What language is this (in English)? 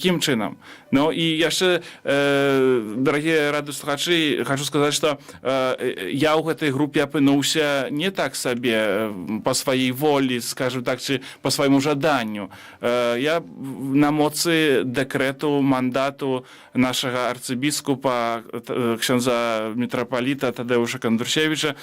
Belarusian